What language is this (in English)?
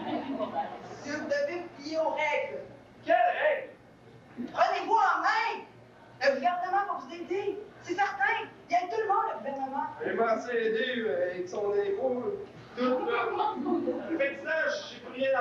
French